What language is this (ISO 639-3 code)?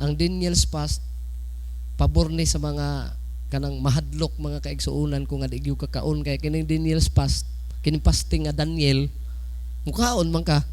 ceb